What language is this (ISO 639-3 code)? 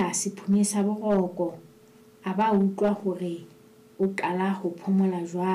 sot